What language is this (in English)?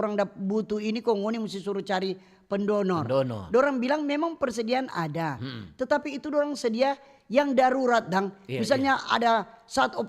Manado Malay